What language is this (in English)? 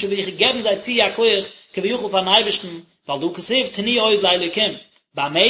Yiddish